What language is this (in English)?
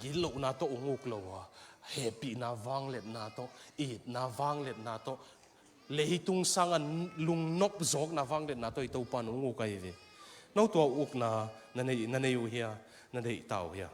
Tedim Chin